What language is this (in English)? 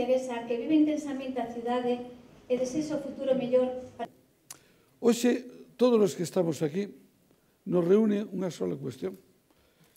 Galician